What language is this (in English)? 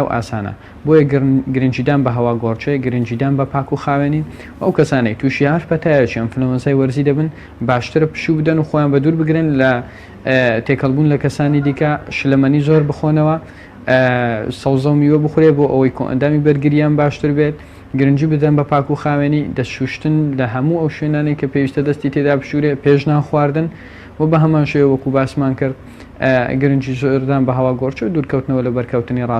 Central Kurdish